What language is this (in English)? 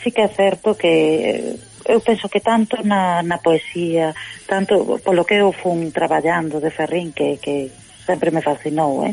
Galician